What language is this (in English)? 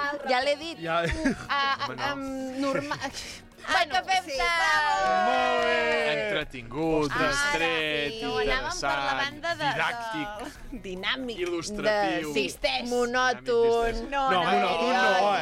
Catalan